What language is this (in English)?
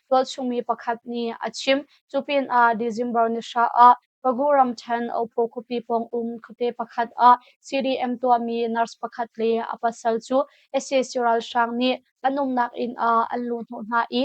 Hakha Chin